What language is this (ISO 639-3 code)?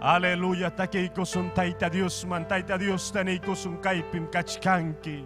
quy